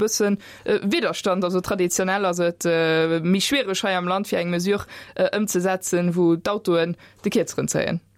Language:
Luxembourgish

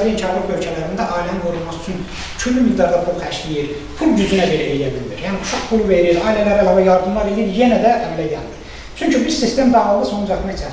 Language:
Azerbaijani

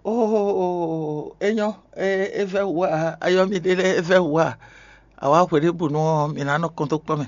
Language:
Fon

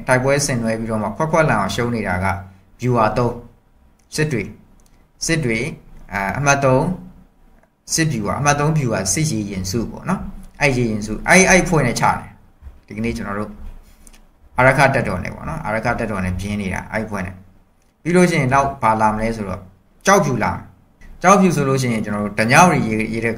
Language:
Burmese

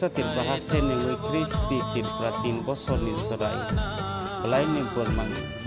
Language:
Kok Borok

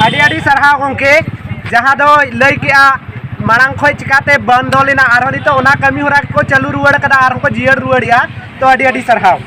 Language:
Santali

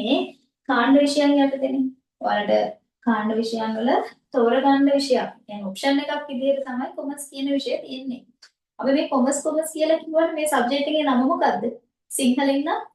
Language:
Sinhala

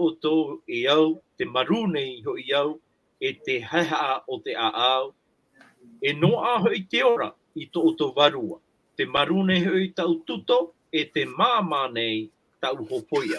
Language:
Tahitian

